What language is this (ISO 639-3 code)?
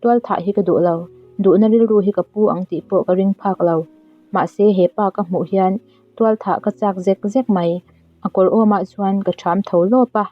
lus